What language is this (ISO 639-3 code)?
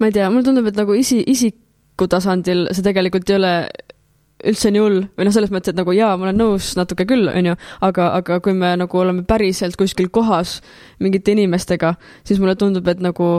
est